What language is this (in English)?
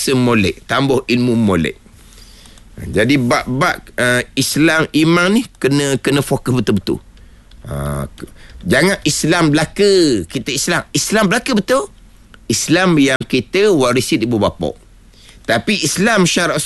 Malay